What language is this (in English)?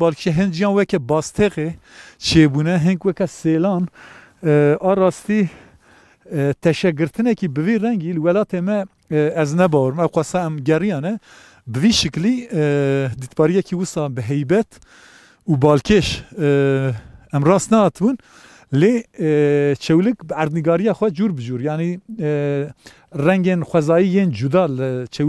Kurdish